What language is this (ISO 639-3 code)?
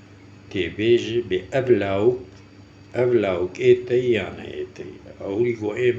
kur